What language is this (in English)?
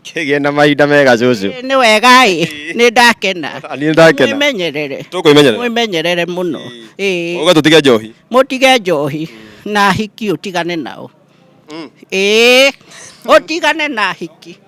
Kikuyu